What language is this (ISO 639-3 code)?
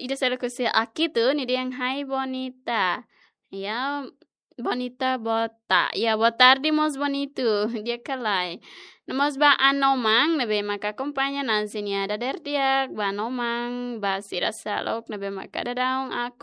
tet